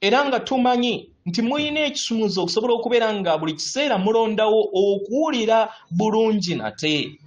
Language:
Ganda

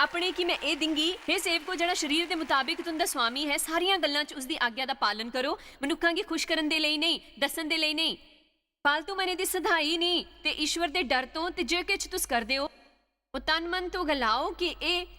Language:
Dogri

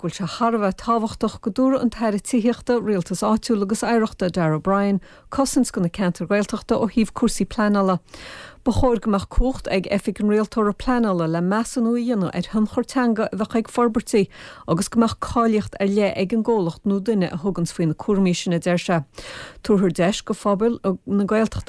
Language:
Irish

